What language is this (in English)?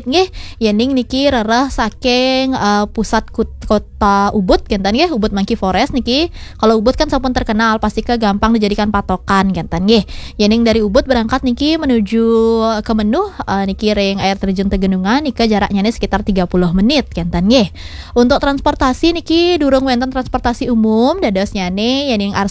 Balinese